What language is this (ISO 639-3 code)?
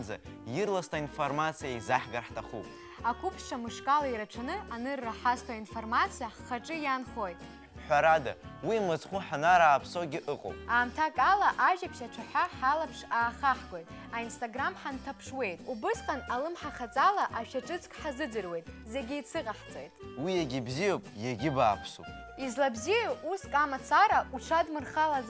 abk